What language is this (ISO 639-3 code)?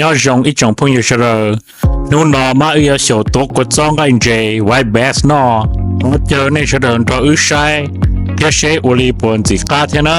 hmn